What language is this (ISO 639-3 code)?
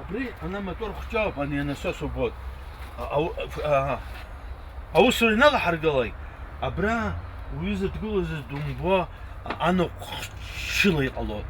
abk